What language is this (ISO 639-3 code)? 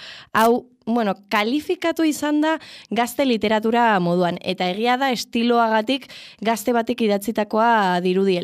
eus